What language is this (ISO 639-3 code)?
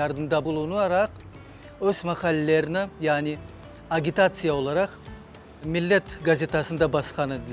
crh